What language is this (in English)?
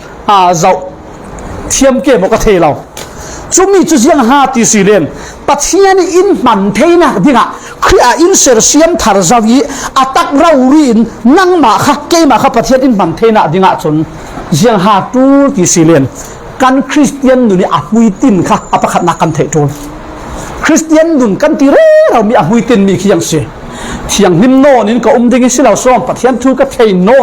Falam Chin